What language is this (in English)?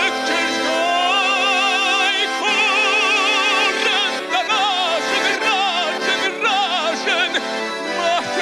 Ossetic